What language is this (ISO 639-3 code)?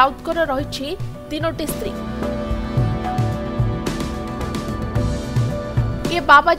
ori